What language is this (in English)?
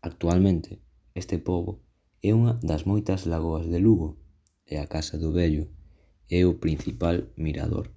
Galician